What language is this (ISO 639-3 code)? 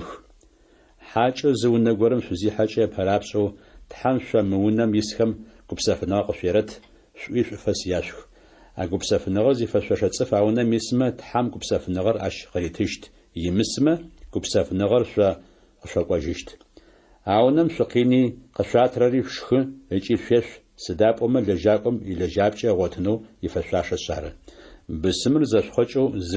ady